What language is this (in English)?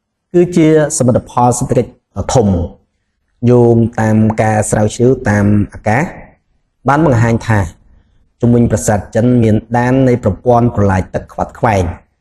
Khmer